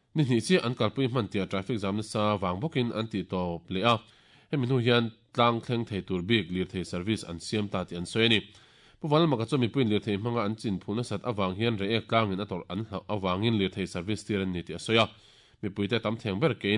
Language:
Mizo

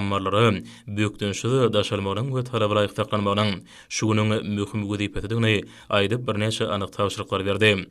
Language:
Turkmen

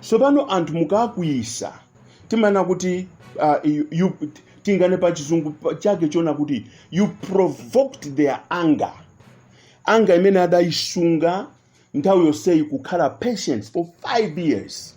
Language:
Nyanja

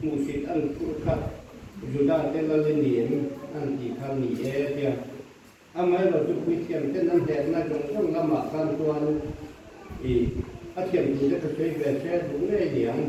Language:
Mizo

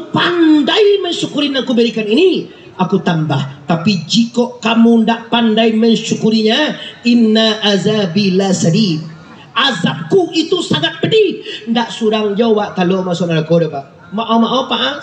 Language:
Minangkabau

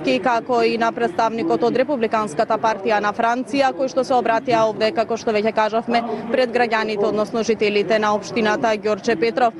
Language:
Macedonian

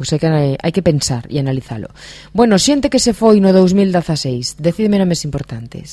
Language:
Galician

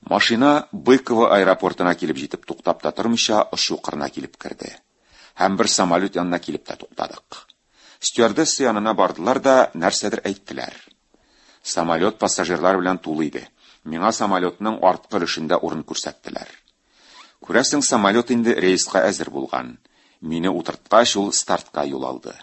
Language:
Tatar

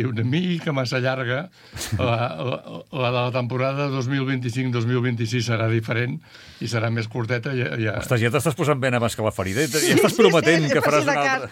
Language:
Catalan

